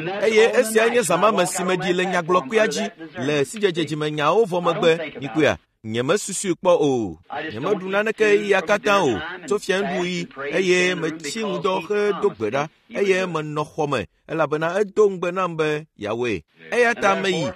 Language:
Ewe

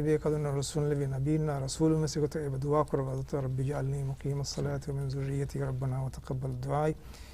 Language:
Divehi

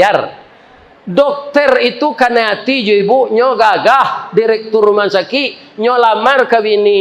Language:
Minangkabau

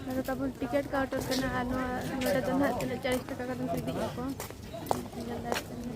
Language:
Santali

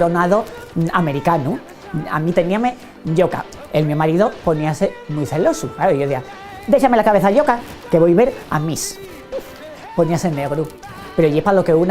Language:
Asturian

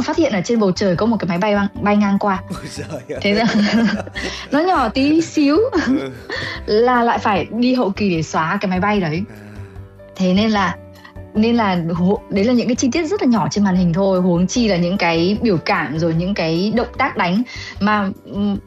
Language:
Vietnamese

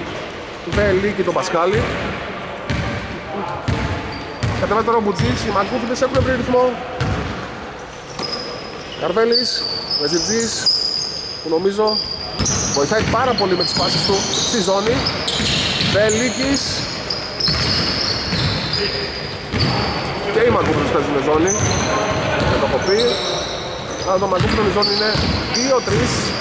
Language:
Greek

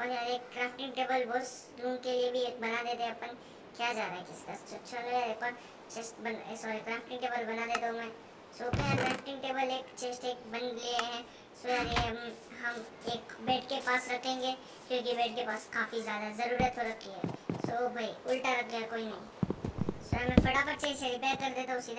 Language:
Hindi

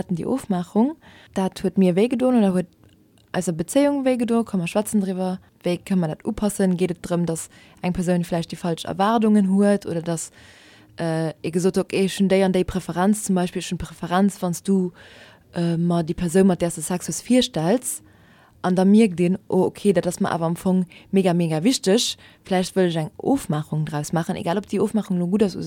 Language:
Luxembourgish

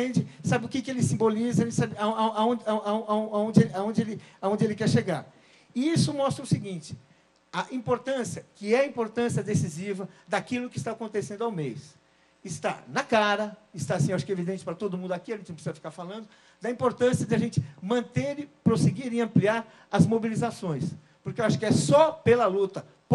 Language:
Portuguese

